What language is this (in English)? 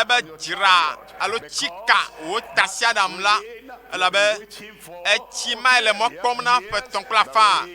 Ewe